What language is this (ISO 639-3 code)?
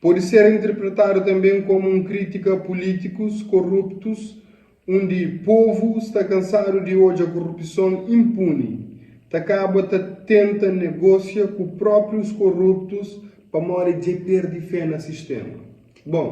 kea